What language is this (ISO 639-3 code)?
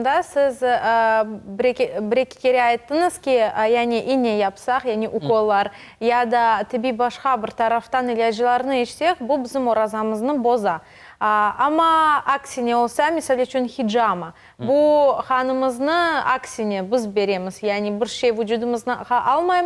crh